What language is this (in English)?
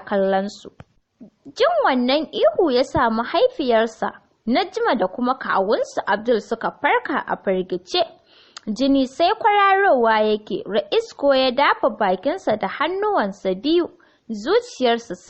Hausa